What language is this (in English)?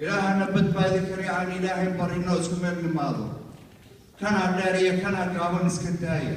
Somali